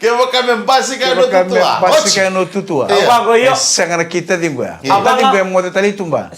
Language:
Fijian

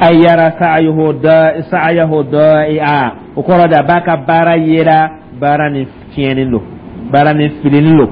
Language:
Dyula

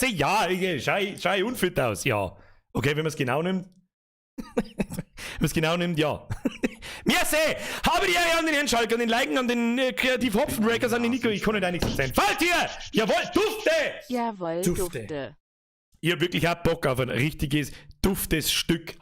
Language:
Bavarian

